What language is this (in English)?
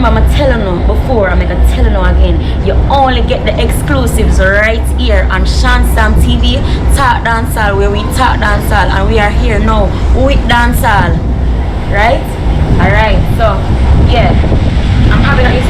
Jamaican Creole English